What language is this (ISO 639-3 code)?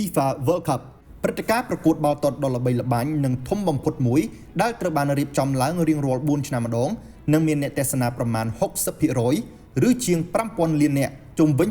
khm